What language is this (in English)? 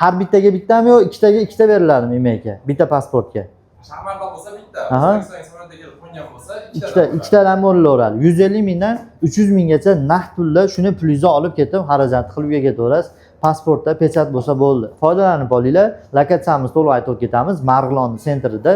Uzbek